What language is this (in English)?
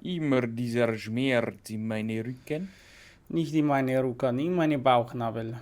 Bavarian